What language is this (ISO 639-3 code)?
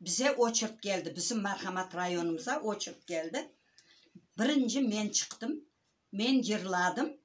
crh